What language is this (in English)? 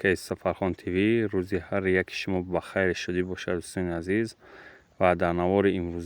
Tajik